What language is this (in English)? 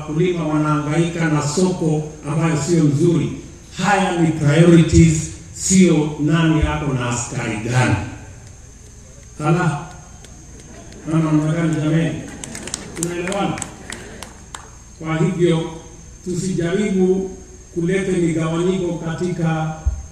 Swahili